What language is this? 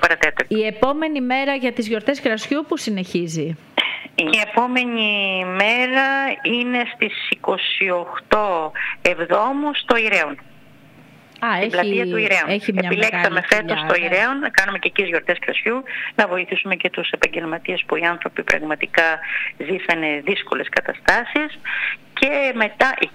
Greek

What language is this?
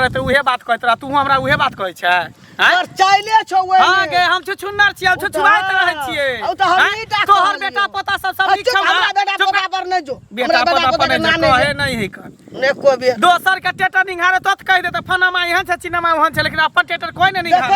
Maithili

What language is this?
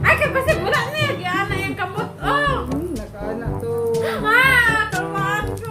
Cebuano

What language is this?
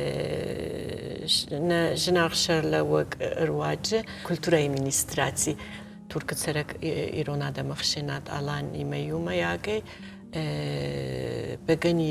Ossetic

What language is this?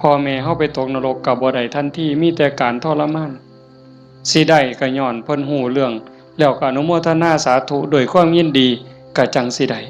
Northeastern Thai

